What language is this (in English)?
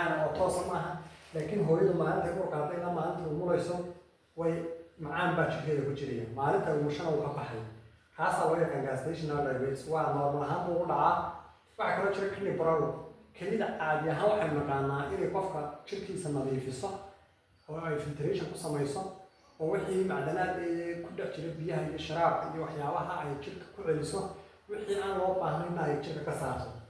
Somali